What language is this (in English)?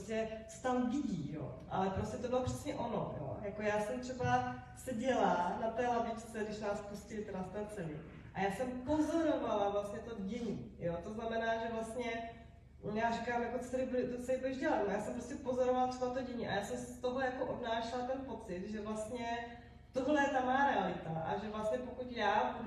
Czech